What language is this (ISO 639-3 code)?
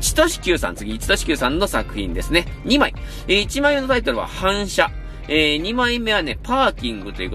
jpn